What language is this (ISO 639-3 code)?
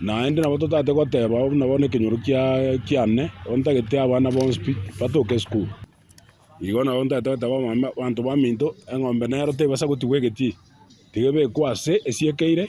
guz